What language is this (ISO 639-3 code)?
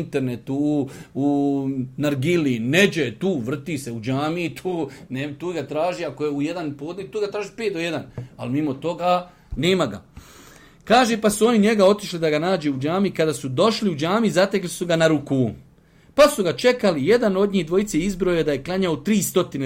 bos